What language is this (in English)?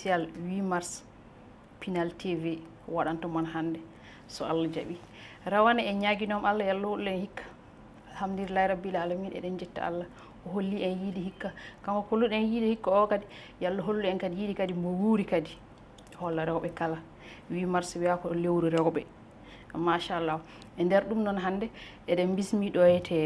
Fula